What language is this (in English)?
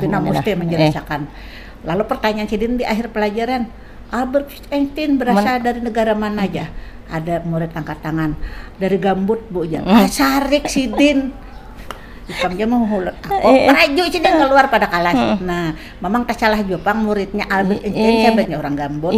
Banjar